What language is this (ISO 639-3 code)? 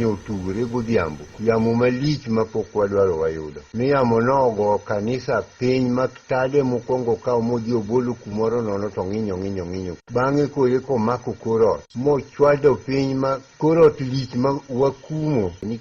luo